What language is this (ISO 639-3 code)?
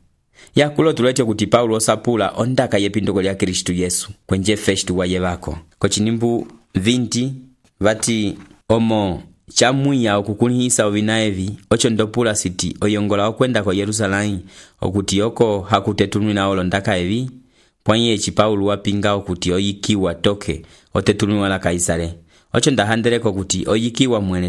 umb